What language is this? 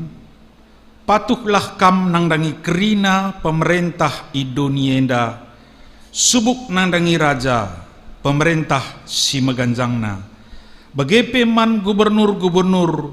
Batak Karo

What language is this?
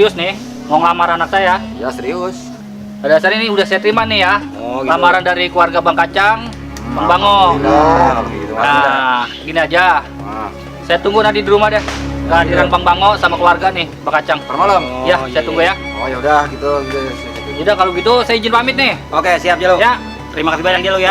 Betawi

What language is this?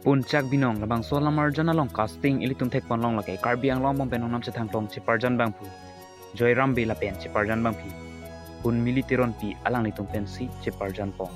Karbi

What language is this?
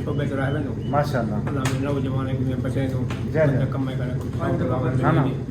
Saraiki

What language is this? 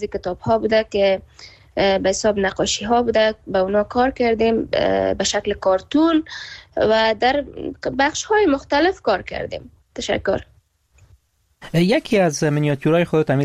Persian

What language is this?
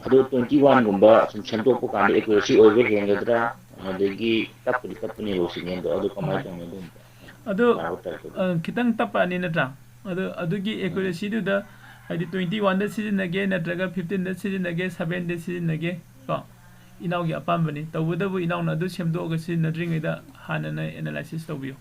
Manipuri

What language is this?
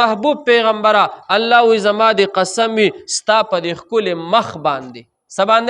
Pashto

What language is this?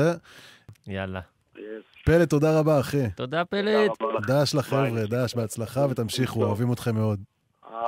Hebrew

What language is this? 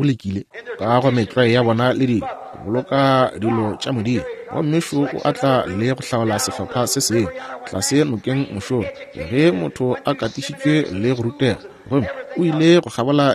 Northern Sotho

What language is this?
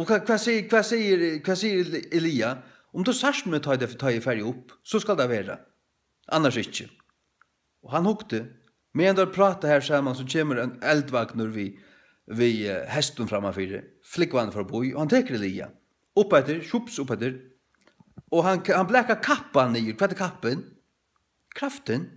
Faroese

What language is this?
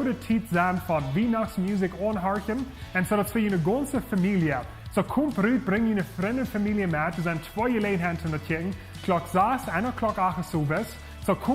Plautdietsch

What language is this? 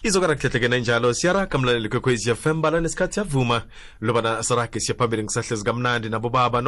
South Ndebele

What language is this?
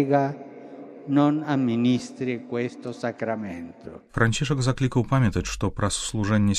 Belarusian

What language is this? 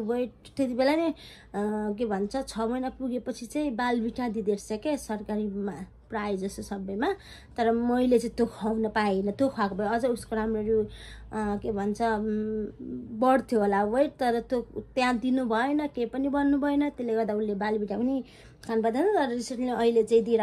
Nepali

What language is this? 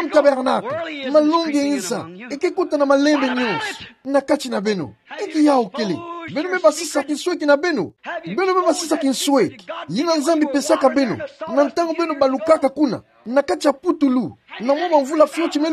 Kituba (Democratic Republic of Congo)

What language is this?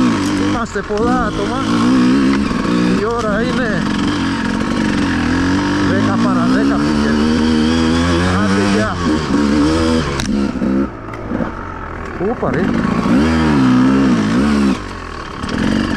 Greek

